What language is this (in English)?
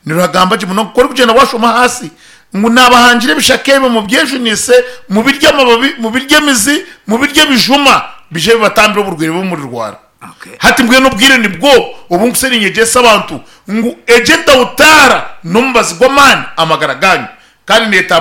Nyankole